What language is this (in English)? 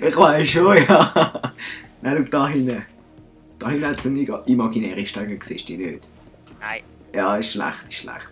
Swiss German